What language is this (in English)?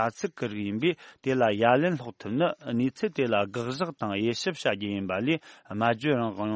Tibetan